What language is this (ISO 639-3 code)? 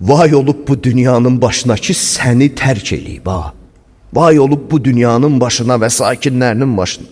aze